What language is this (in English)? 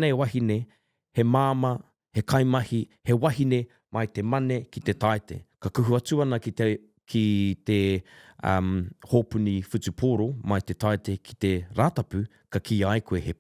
Māori